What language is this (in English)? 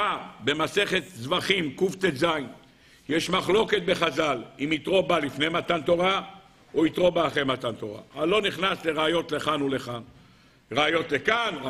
Hebrew